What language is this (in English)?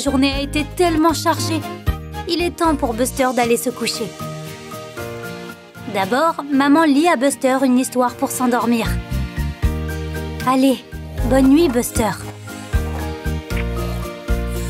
French